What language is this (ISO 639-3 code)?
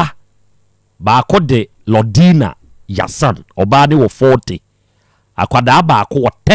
aka